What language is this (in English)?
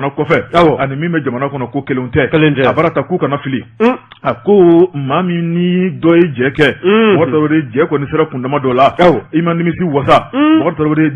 Bambara